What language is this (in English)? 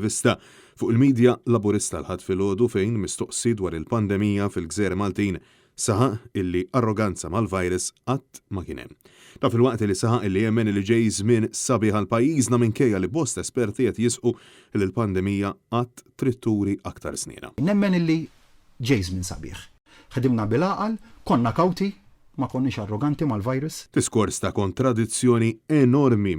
Maltese